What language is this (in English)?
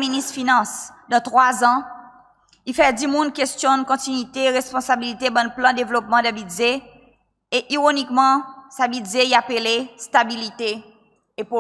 Seselwa Creole French